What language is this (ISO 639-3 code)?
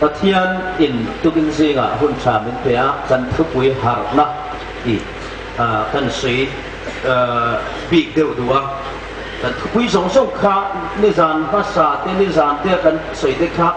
hmr